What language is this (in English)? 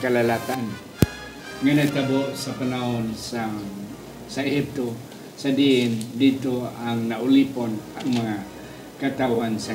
Hiligaynon